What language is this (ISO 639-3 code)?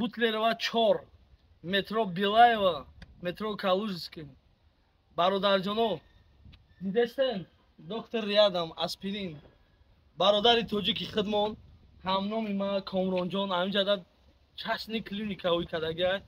tgk